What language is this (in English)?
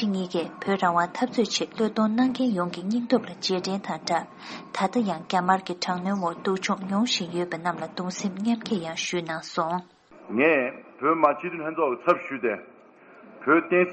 Tibetan